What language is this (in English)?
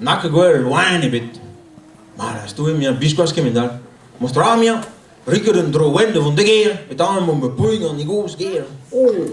Breton